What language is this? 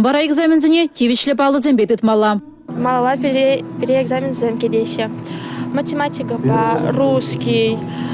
Chuvash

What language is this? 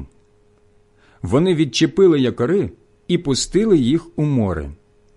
Ukrainian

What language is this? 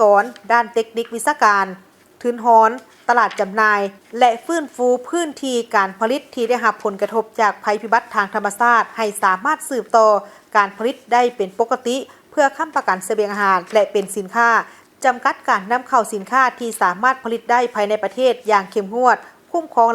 Lao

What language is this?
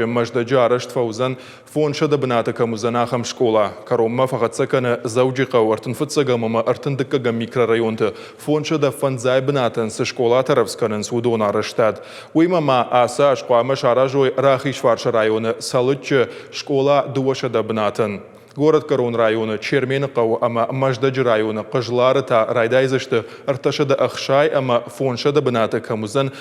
Ossetic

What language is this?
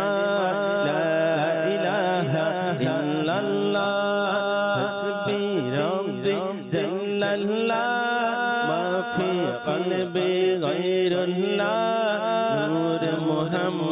Bangla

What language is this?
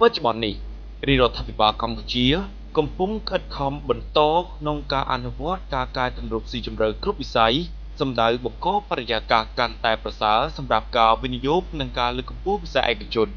Khmer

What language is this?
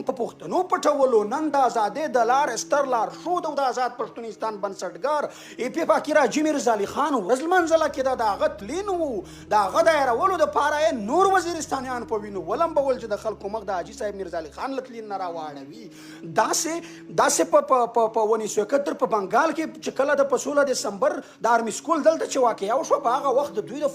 Pashto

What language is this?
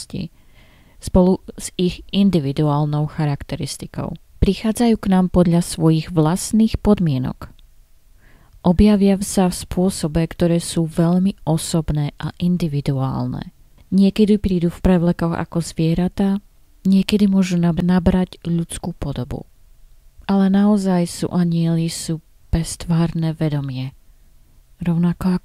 Slovak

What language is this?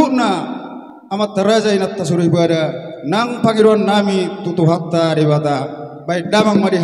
Batak Toba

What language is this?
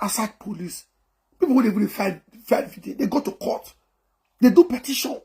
Nigerian Pidgin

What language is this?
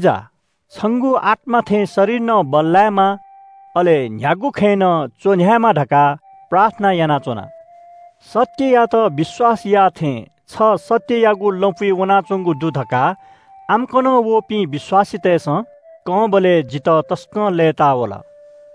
Newari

